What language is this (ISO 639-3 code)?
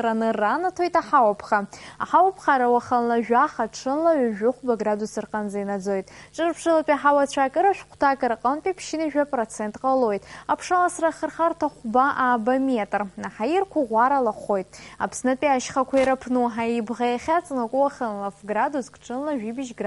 abk